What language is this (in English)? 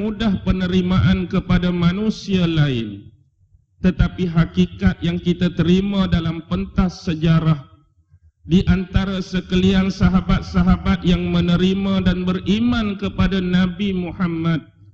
Malay